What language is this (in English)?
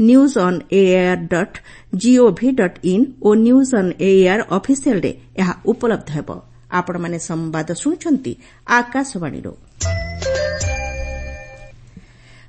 Odia